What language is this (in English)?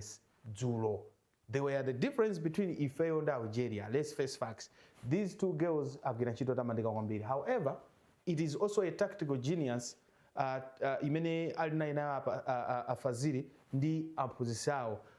Nyanja